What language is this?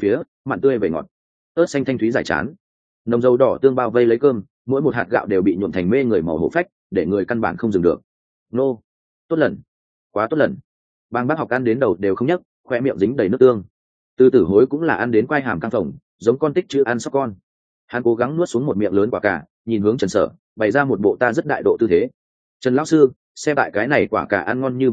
Vietnamese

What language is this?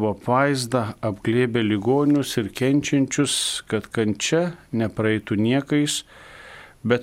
Lithuanian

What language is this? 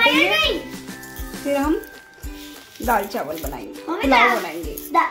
Hindi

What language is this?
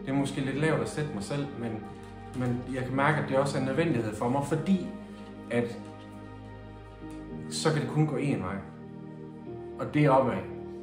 Danish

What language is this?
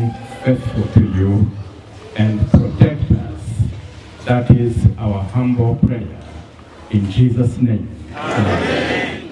Nuer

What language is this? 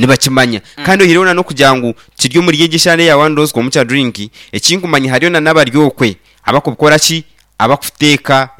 Nyankole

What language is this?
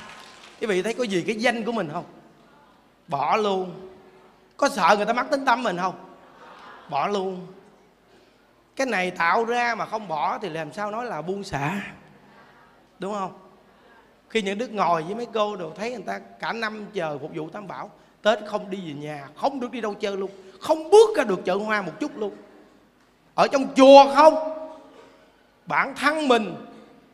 Vietnamese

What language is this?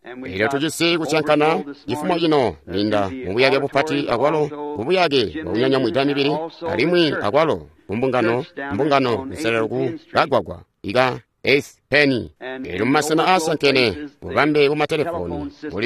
Tonga (Zambia)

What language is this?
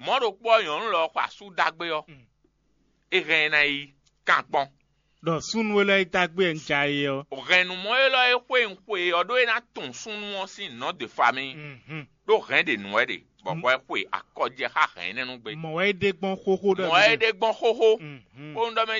Fon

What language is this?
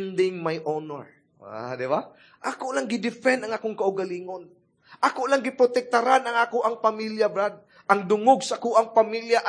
Cebuano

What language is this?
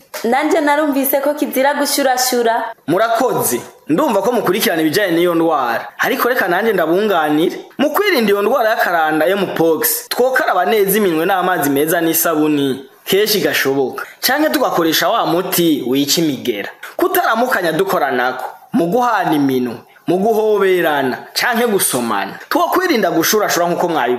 Rundi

